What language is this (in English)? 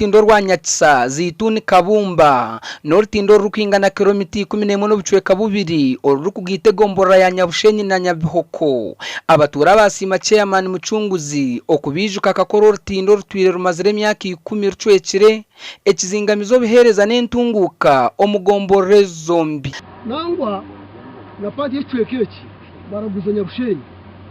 Nyankole